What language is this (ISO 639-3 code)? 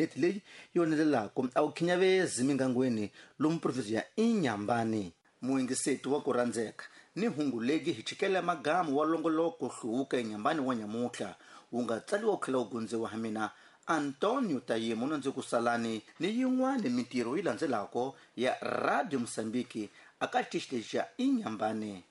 tso